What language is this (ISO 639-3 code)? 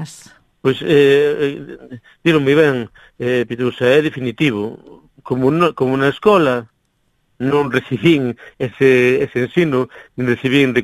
glg